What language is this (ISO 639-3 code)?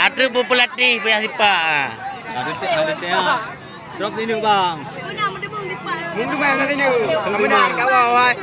ace